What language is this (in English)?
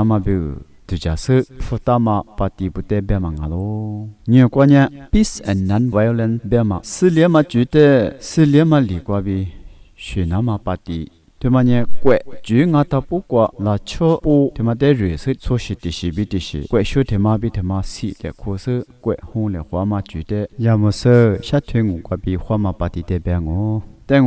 Lisu